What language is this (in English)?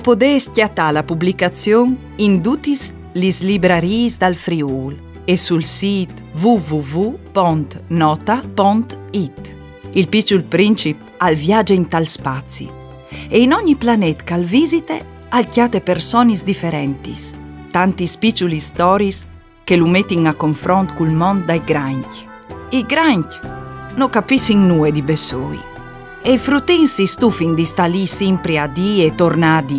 Friulian